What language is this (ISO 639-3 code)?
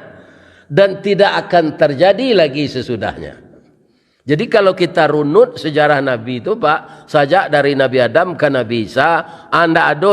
min